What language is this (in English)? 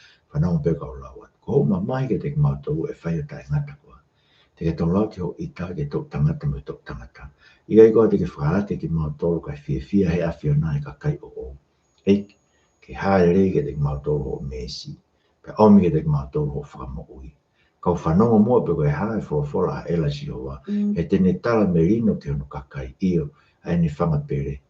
Tongan